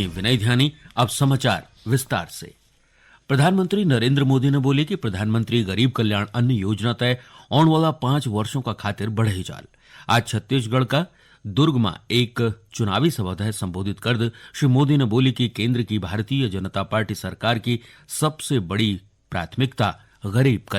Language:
Garhwali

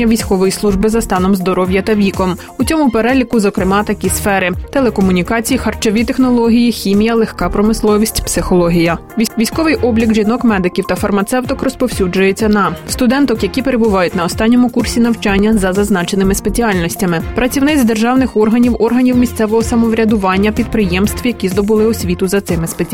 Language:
Ukrainian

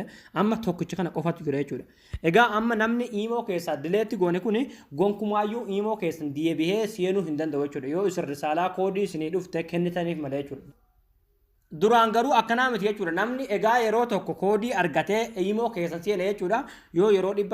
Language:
Oromo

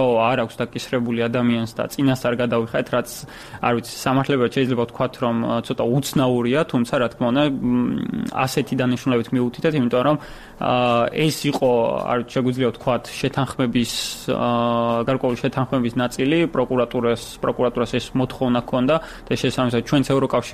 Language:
Georgian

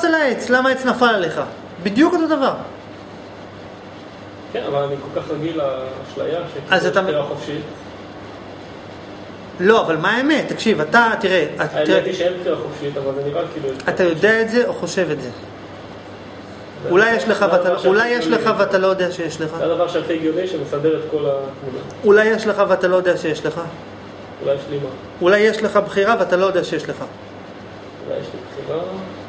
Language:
Hebrew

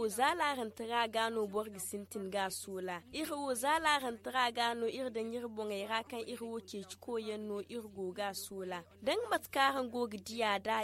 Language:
Zarma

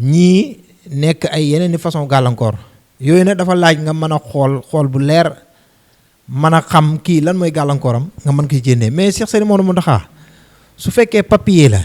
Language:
Wolof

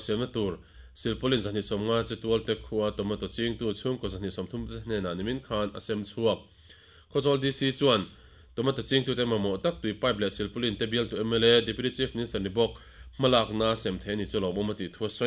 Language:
Mizo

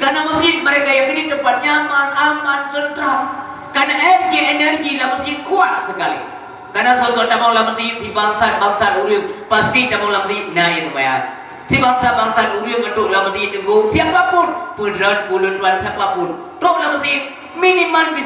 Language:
Achinese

